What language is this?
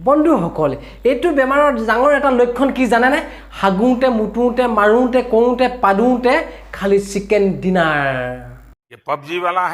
Assamese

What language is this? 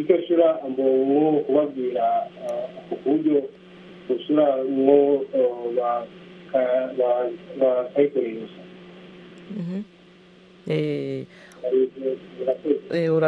Kinyarwanda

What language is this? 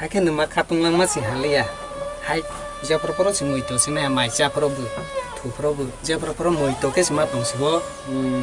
Kok Borok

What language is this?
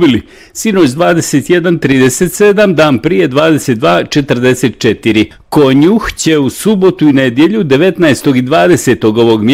Bosnian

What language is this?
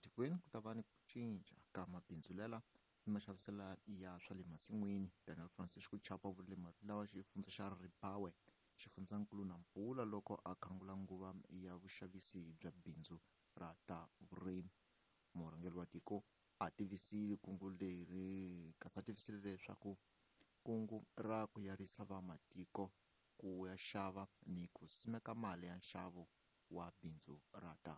Tsonga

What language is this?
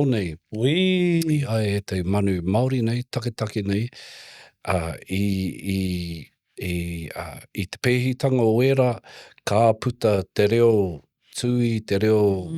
Māori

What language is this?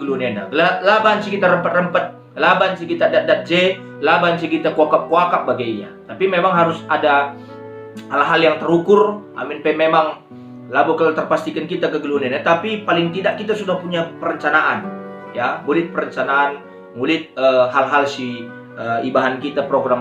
Batak Karo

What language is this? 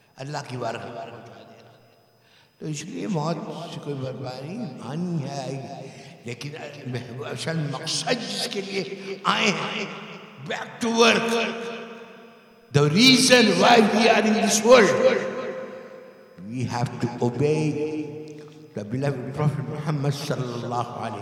Urdu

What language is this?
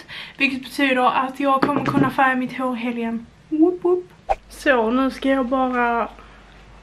Swedish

